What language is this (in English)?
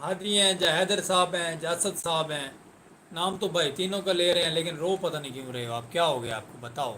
Saraiki